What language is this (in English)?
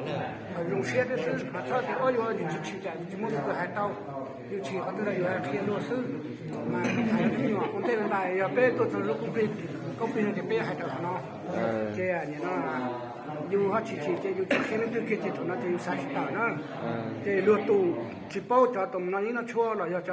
Hmong